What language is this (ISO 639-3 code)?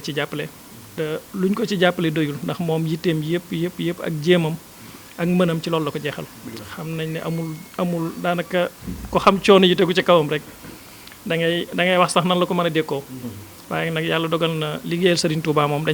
wol